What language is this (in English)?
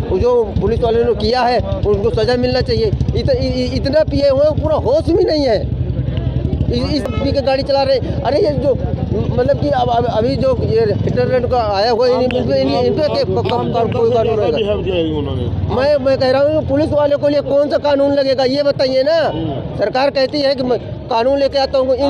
Hindi